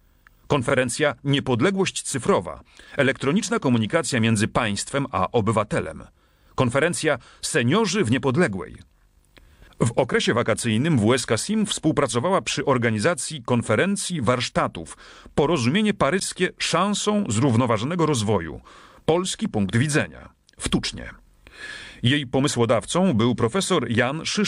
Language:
Polish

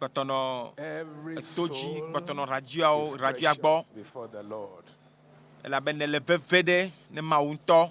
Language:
Ewe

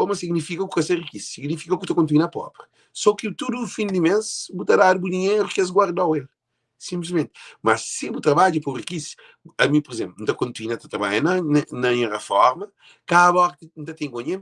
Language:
Kabuverdianu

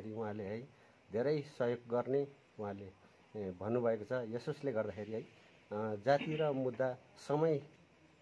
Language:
Nepali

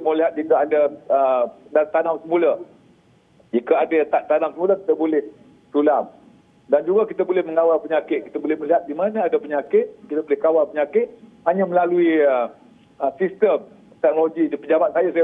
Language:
Malay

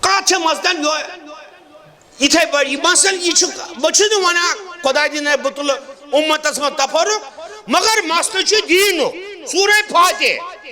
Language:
Kashmiri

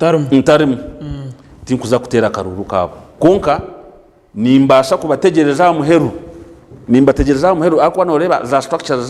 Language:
Nyankole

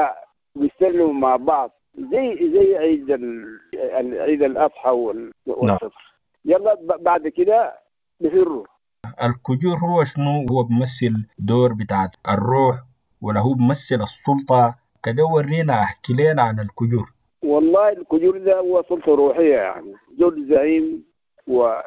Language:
Sudanese Arabic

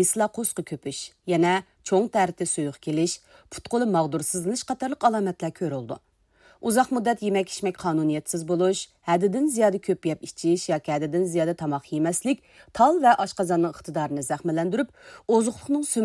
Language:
Uyghur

